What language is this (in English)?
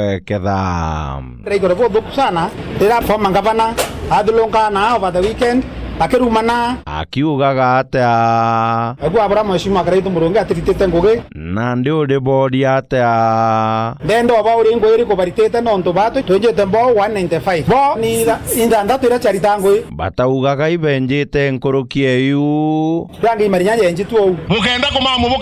Meru